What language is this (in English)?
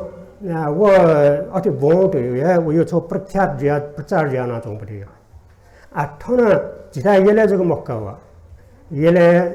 Newari